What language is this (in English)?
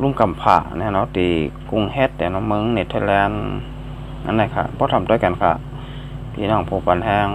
Shan